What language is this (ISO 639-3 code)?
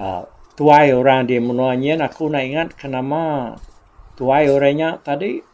iba